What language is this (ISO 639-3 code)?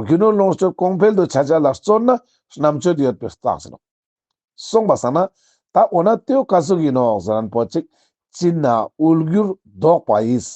lbj